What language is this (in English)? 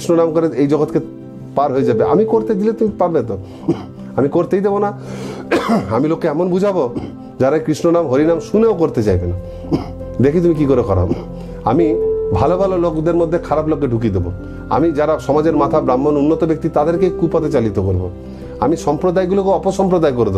Bangla